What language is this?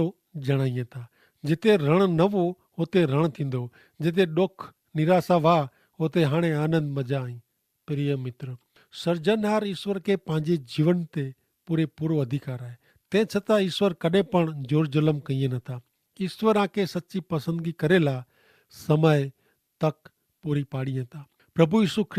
Kachhi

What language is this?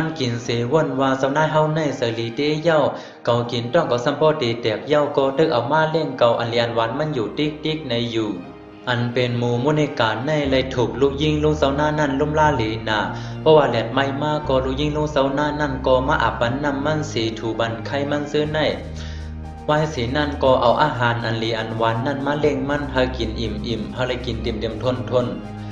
Shan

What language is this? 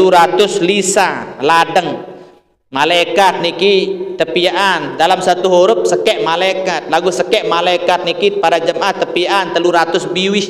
Sasak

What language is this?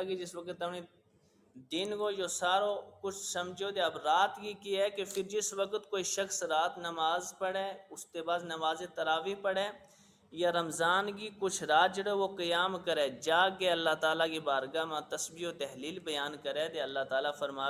Gujari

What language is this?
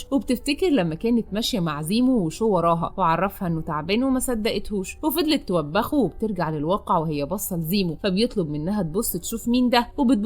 Egyptian Arabic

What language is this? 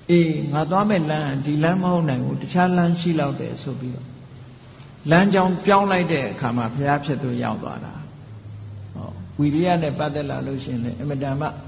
Burmese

